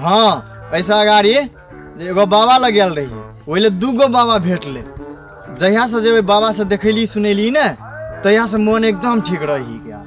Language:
Maithili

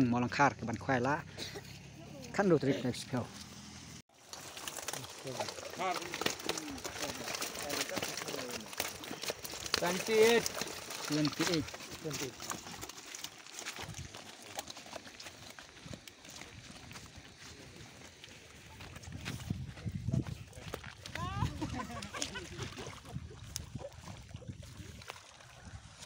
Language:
Khasi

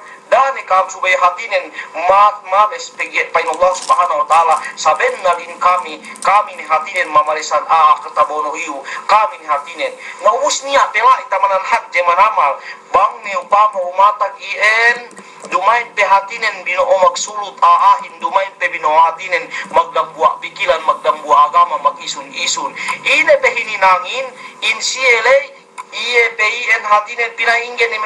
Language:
Yakan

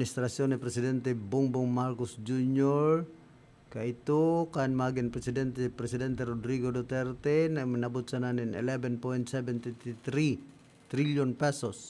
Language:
Bikol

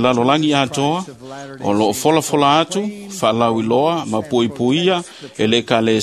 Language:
Samoan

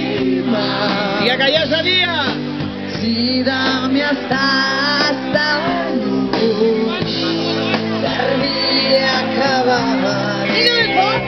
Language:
Catalan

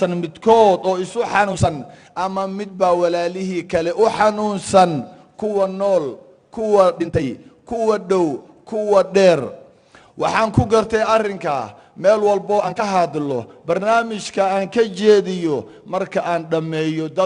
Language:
Somali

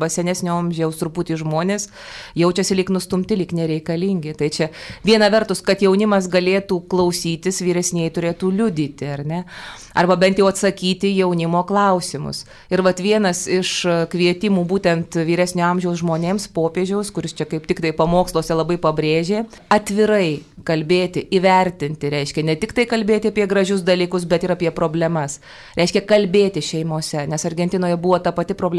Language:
Lithuanian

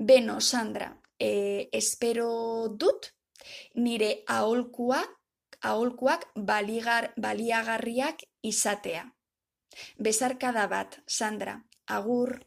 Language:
Basque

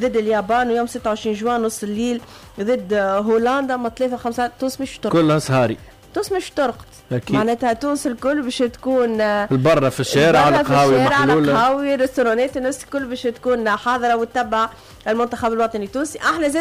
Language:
Tunisian Arabic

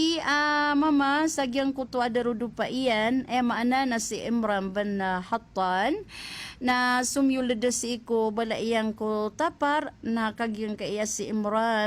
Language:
Maranao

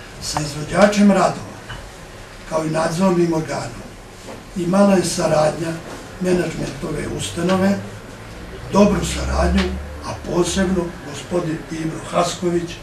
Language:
Bosnian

